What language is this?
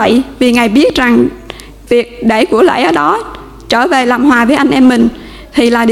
Vietnamese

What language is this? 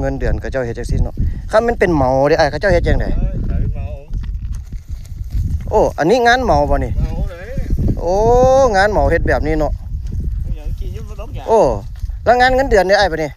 Lao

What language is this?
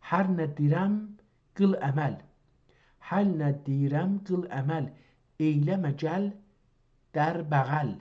South Azerbaijani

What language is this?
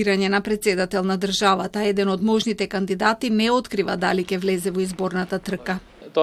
Macedonian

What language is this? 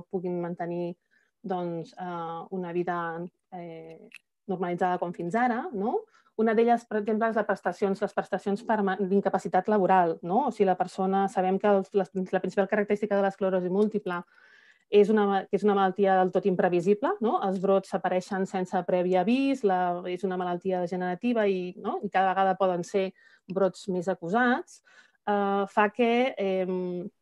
Catalan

